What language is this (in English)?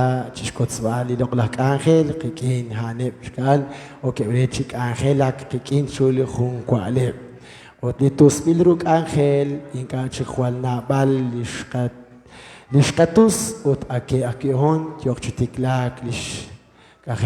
Kekchí